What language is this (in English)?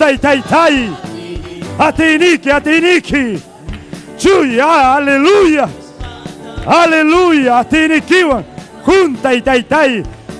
Ayacucho Quechua